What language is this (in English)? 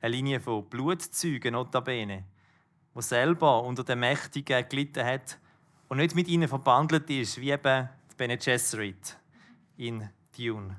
Swiss German